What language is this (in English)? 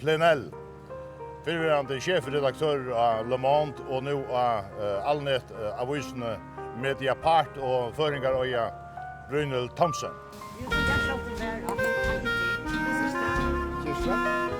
Faroese